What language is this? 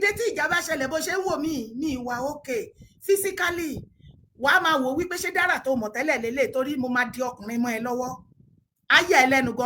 Yoruba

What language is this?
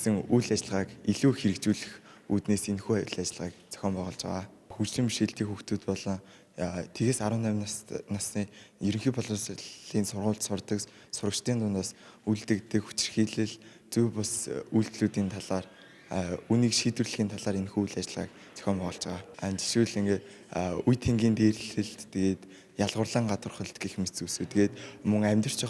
Mongolian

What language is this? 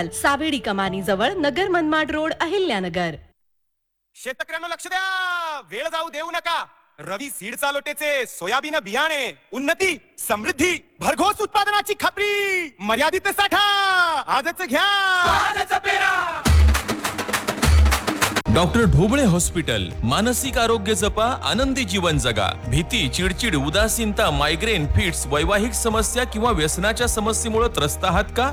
Marathi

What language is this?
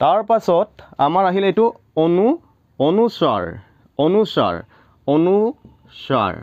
Assamese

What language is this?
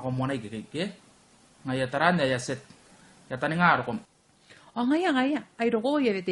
Gilbertese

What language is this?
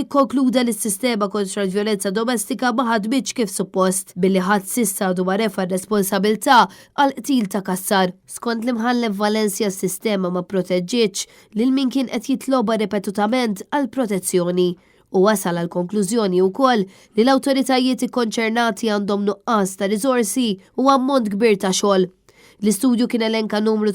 Maltese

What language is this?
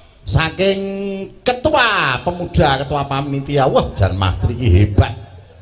Javanese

